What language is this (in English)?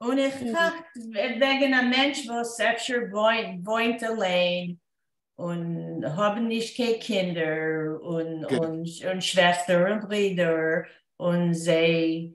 Yiddish